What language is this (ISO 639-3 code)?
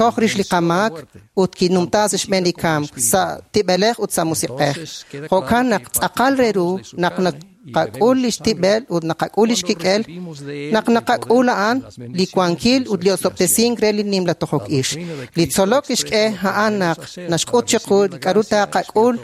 kek